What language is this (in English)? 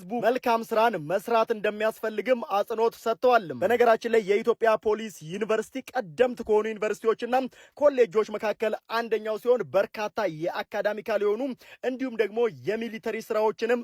Amharic